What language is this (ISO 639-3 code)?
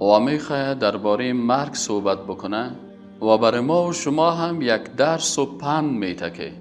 fas